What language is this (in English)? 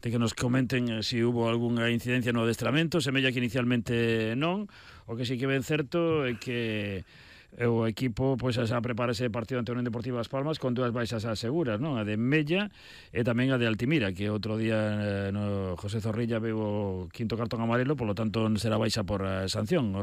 Galician